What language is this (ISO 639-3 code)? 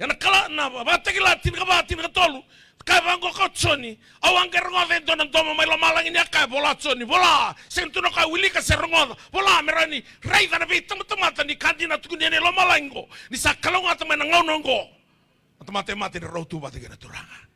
fij